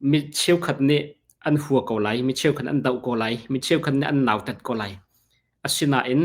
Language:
Hakha Chin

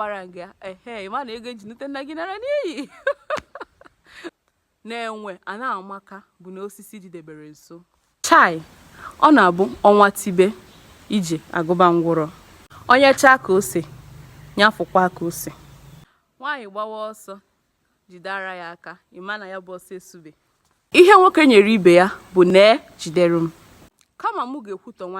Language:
Igbo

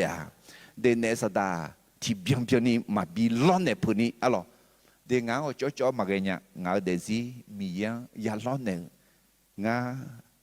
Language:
Akha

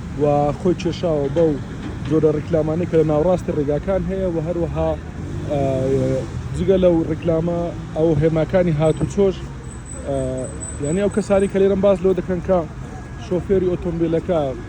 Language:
Central Kurdish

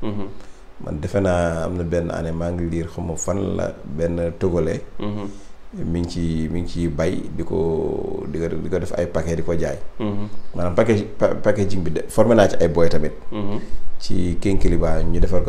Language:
Wolof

